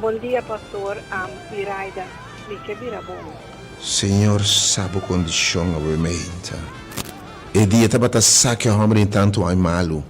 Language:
Papiamento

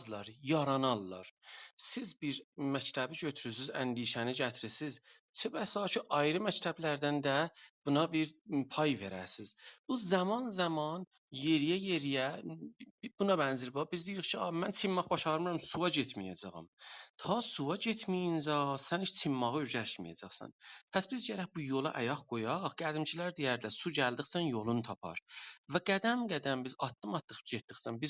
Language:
South Azerbaijani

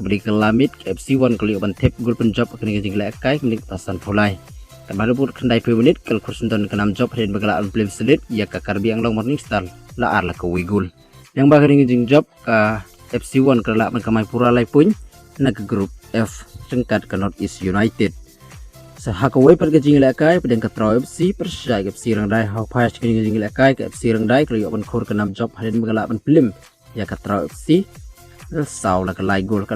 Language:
Khasi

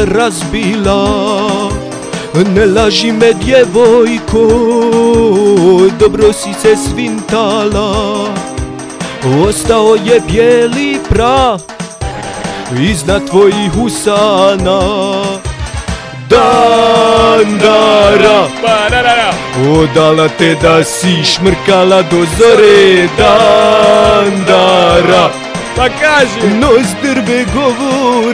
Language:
Bosnian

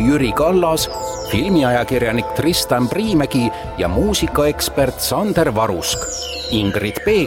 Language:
Estonian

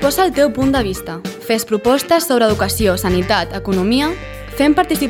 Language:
Catalan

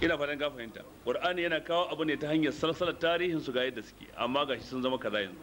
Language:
Hausa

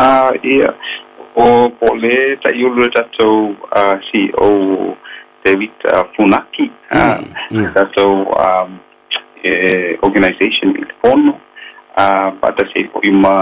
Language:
Samoan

